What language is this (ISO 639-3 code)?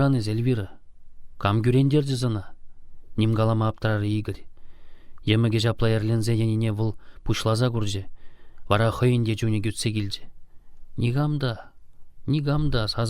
chv